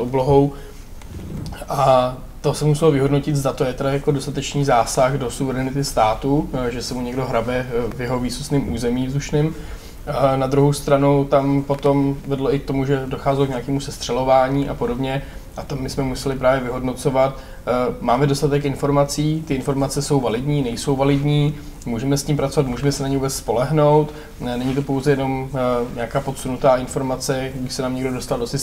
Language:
Czech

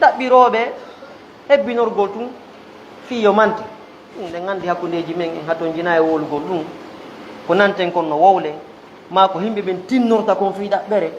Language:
Fula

